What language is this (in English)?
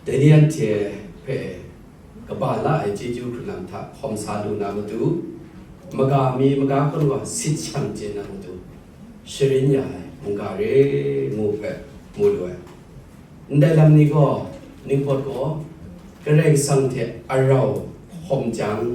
Kachin